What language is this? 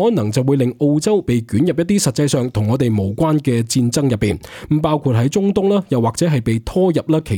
Cantonese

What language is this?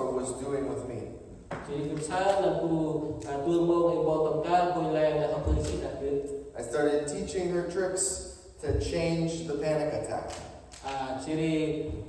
Central Mnong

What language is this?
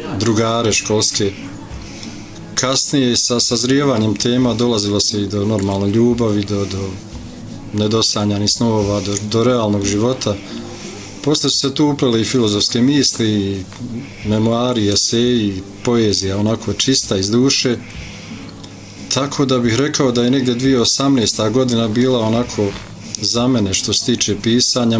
Bosnian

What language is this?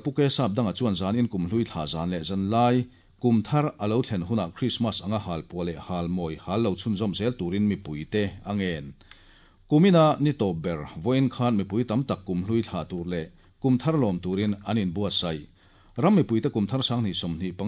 Mizo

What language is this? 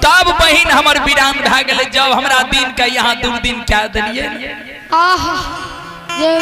Maithili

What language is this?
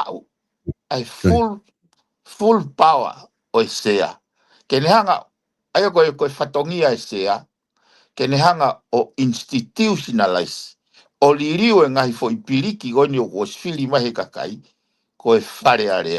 Tongan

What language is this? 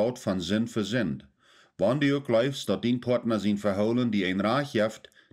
Plautdietsch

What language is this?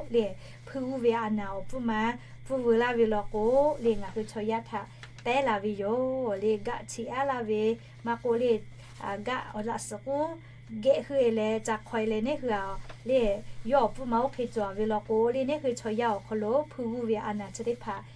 Lahu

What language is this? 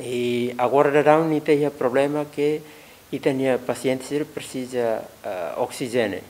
Tetum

